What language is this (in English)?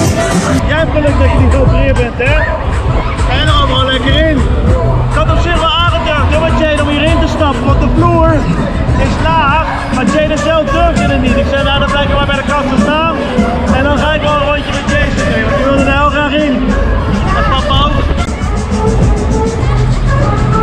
Dutch